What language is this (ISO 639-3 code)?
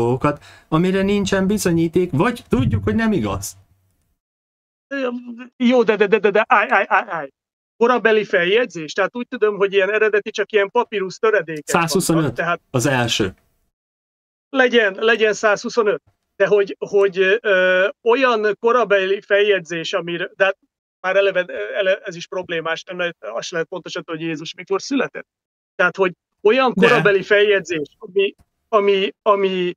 hun